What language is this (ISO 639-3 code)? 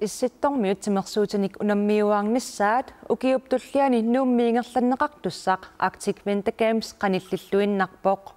kal